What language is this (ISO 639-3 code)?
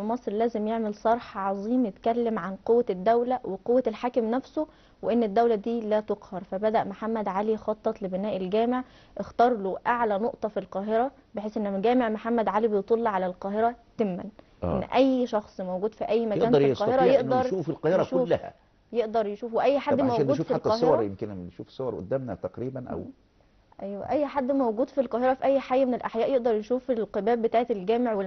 arz